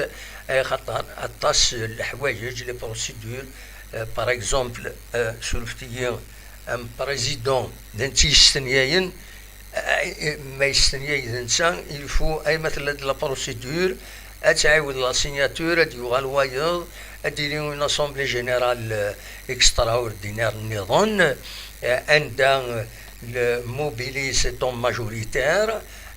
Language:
Kabyle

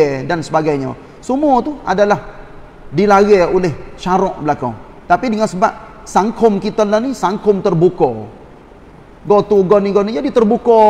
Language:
Malay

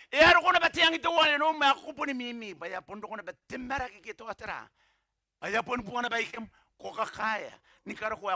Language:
Gilbertese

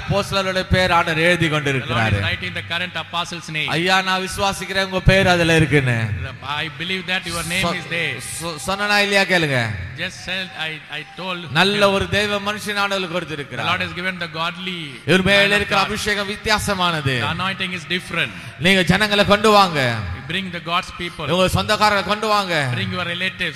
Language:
Tamil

